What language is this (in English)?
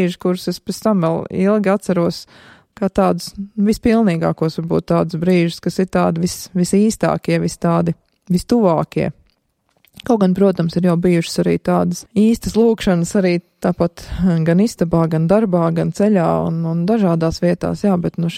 Latvian